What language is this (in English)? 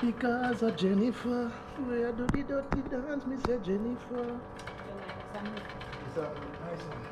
Jamaican Creole English